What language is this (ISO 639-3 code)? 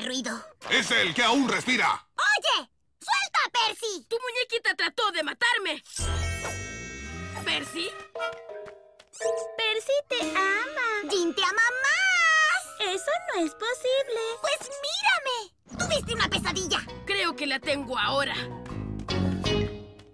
spa